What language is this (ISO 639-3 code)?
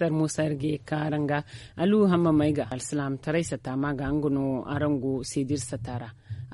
dje